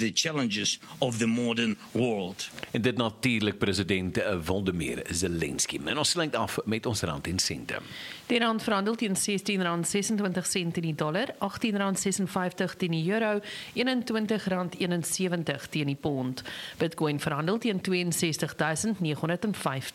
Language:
Afrikaans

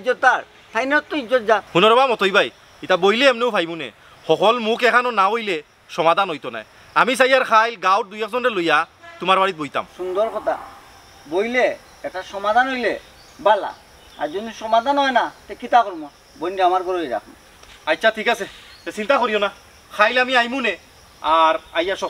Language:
Sylheti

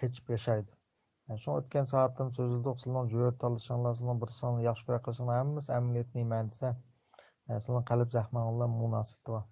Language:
Uyghur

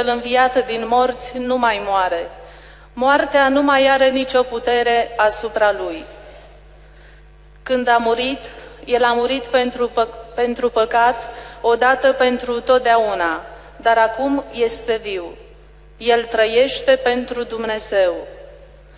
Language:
Romanian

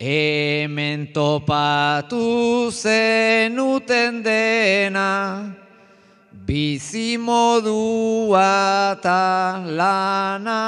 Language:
Basque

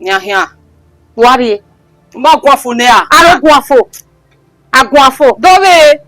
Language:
Bini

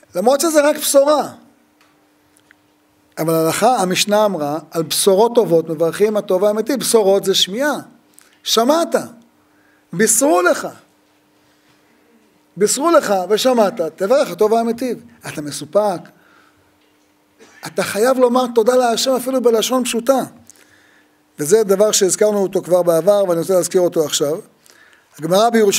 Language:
Hebrew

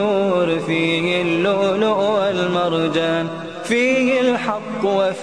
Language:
Bosnian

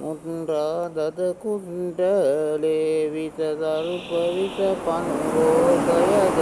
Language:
Sinhala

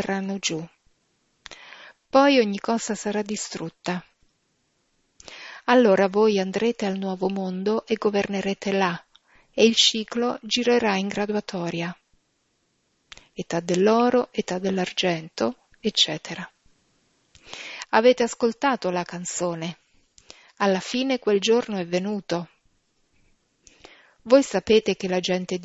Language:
Italian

